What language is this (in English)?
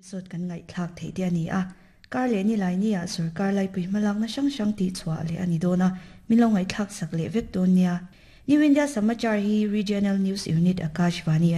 Mizo